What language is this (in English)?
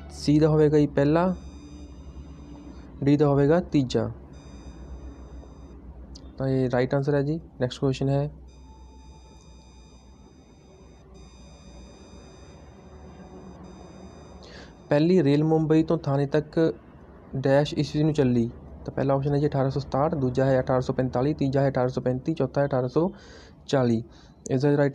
Punjabi